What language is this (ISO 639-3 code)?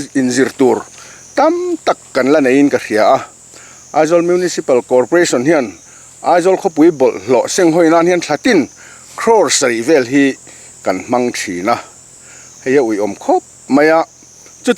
lus